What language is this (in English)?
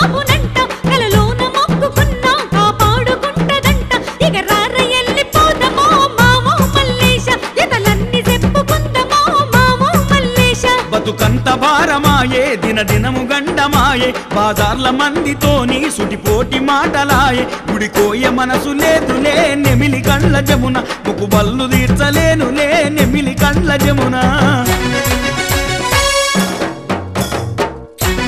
Telugu